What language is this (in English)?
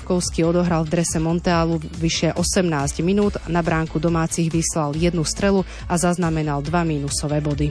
Slovak